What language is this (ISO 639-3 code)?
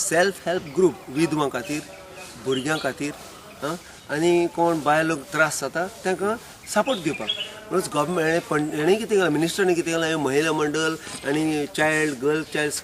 kok